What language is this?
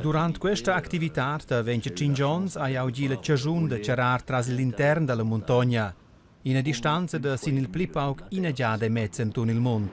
Romansh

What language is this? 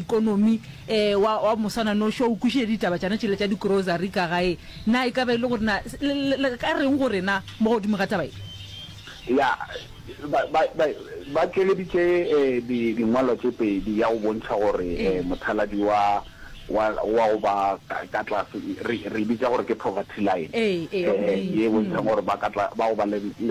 Northern Sotho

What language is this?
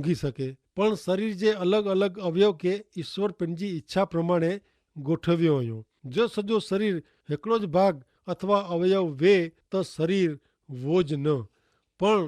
Kachhi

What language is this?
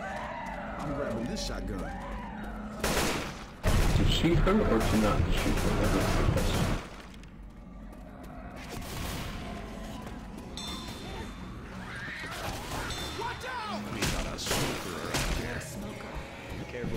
English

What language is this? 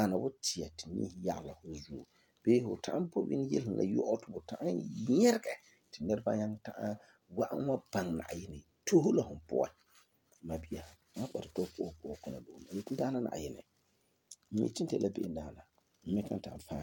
Frafra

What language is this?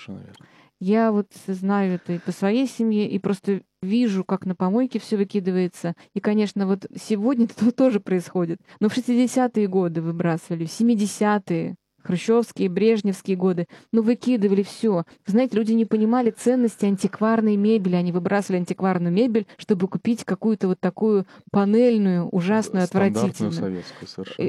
Russian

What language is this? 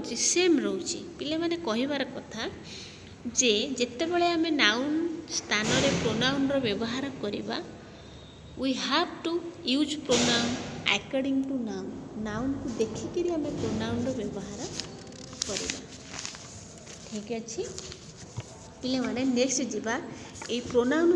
Odia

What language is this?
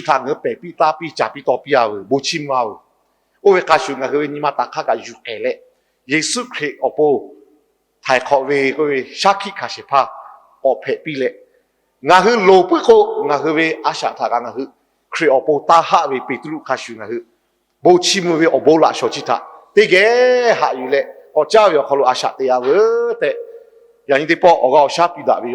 Lahu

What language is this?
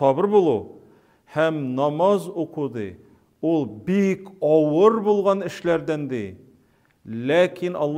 Tatar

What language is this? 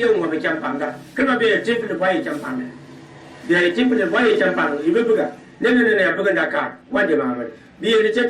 Gourmanchéma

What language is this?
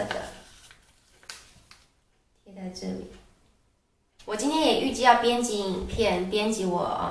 Chinese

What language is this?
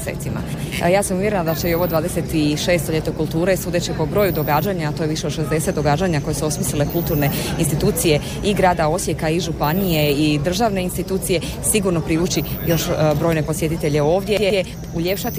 Croatian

